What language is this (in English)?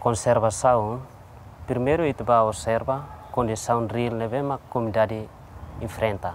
Tetum